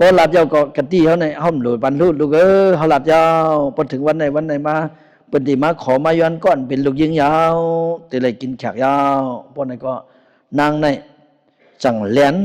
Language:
Shan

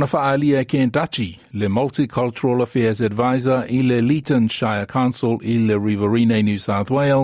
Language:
Samoan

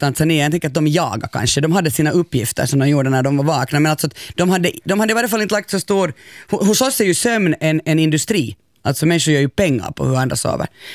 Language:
Swedish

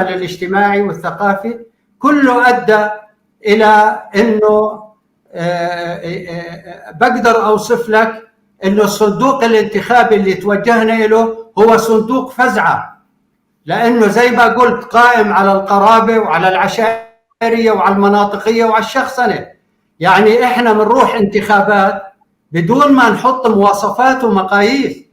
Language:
North Levantine Arabic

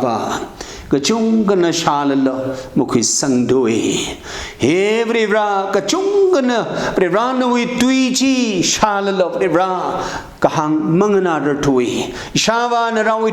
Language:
Tangkhul Naga (India)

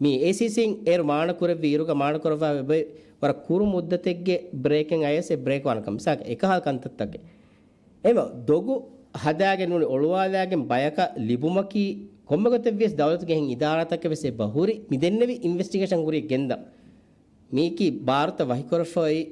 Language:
Divehi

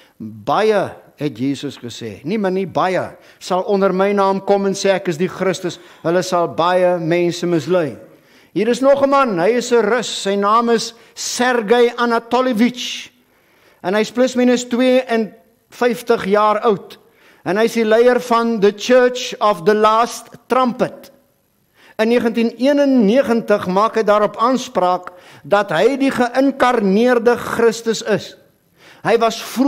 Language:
Afrikaans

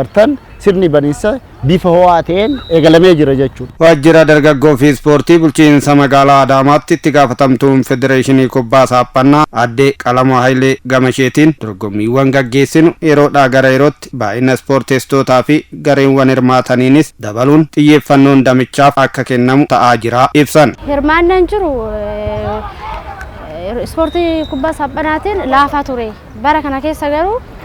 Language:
Oromo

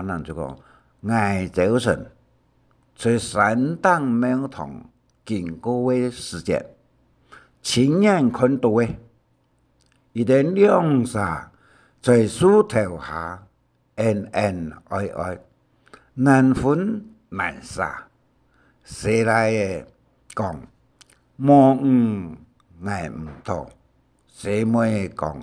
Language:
Hakka Chinese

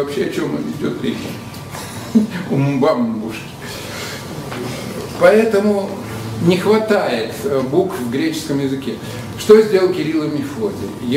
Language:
Russian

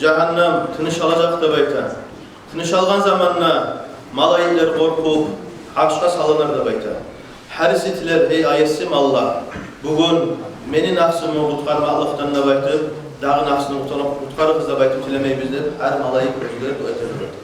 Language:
Kumyk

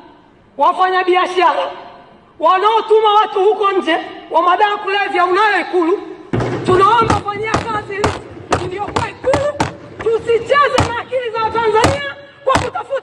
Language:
Swahili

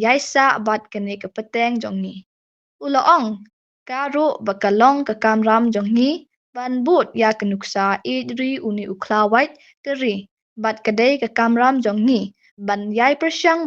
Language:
Khasi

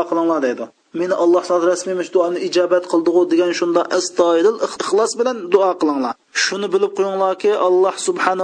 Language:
Uyghur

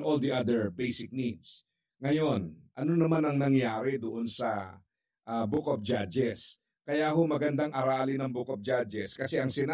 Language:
Filipino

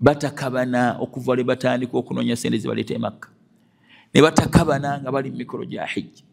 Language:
Ganda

